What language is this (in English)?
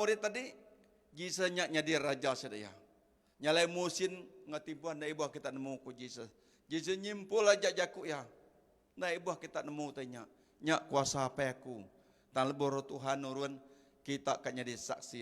Iban